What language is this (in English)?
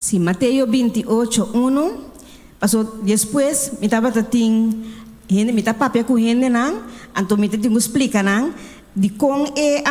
Papiamento